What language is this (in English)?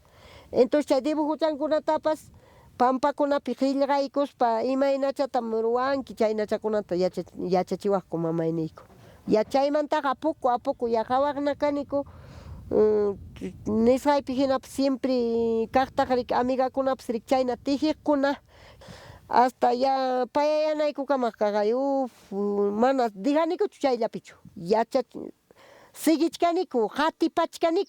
Ayacucho Quechua